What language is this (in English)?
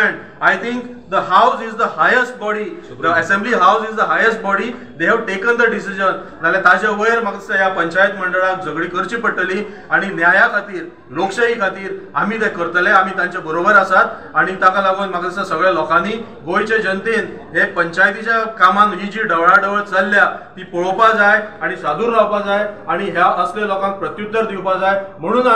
Konkani